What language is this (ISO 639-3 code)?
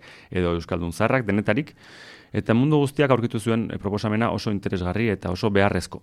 eus